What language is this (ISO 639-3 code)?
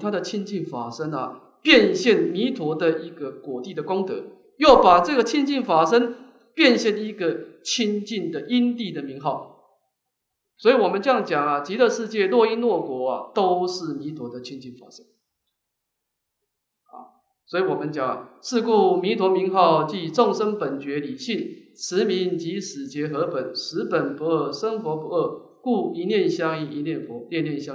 zho